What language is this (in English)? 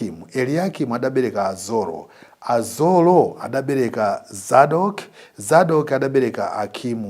Nyanja